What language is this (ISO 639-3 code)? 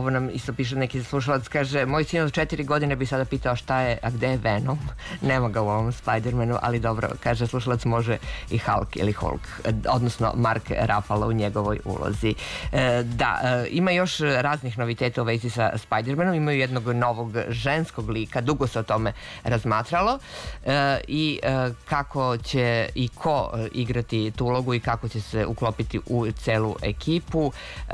srp